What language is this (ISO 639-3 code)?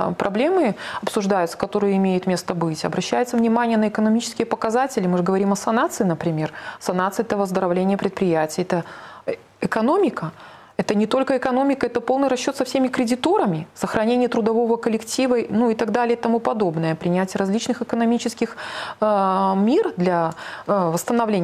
rus